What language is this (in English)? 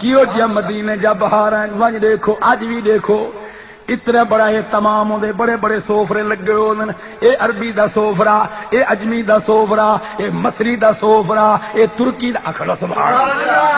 Saraiki